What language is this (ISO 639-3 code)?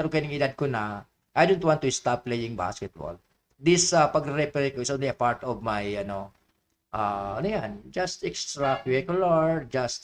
bik